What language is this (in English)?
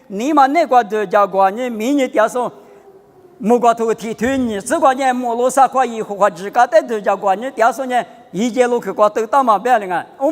Lisu